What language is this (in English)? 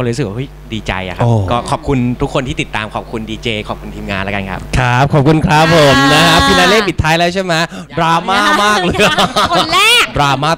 Thai